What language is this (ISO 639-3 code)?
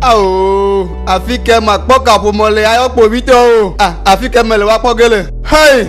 ewe